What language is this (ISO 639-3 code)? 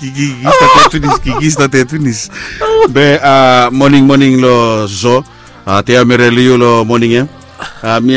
bis